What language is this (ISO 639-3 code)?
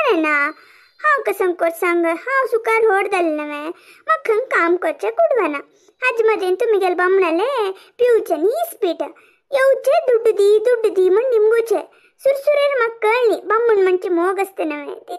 kok